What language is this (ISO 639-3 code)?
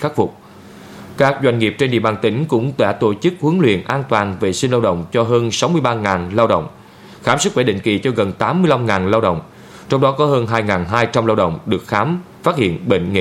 vie